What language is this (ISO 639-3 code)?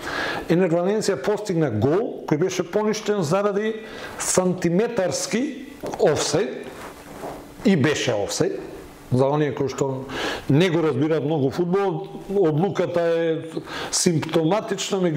mkd